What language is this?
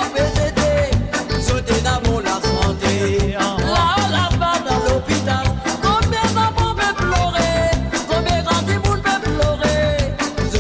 Morisyen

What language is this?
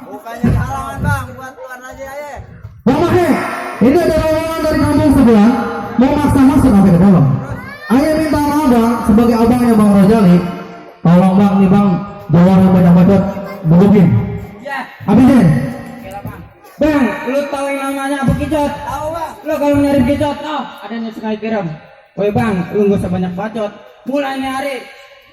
Betawi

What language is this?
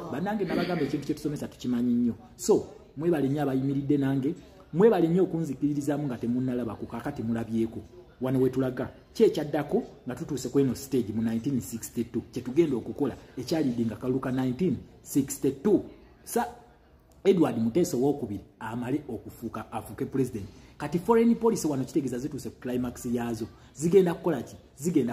Ganda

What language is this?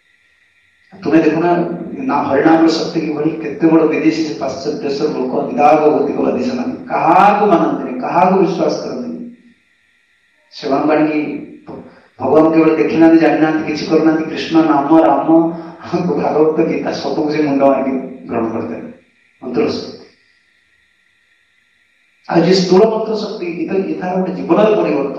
Odia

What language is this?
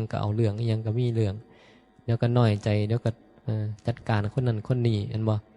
Northeastern Thai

